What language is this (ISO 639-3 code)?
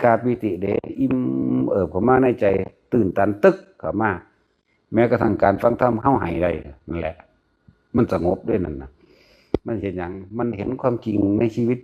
tts